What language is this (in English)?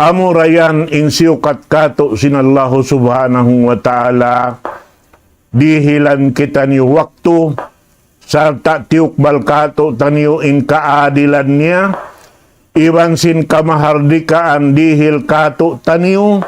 Tausug